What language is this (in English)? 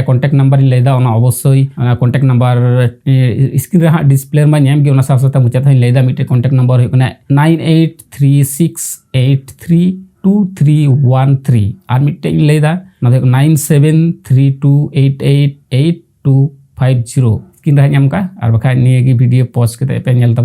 Santali